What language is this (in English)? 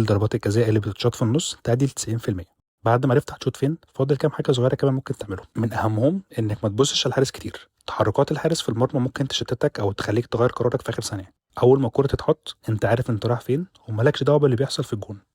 Egyptian Arabic